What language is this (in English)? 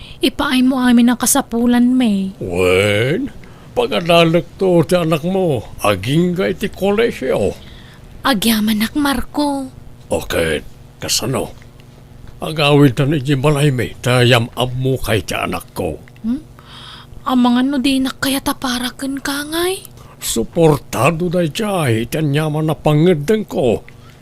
Iloko